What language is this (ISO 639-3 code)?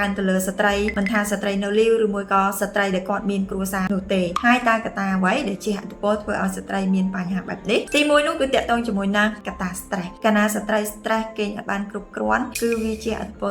khm